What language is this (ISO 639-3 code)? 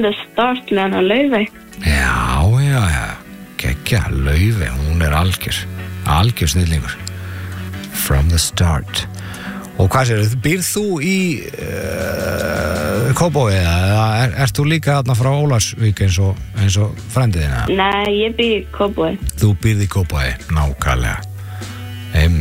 isl